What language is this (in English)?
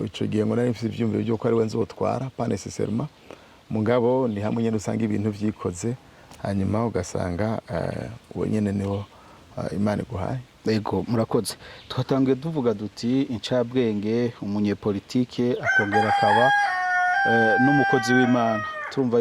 Rundi